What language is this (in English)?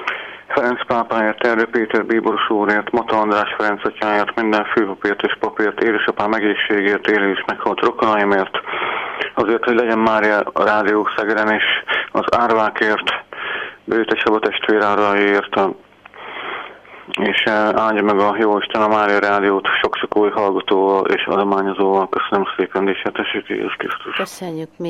Hungarian